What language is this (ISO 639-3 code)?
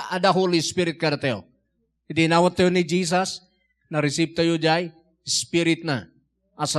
ilo